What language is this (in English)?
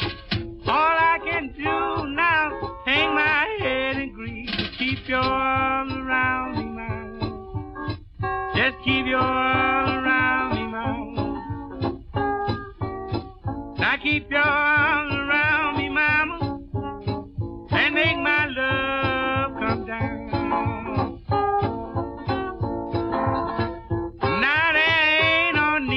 English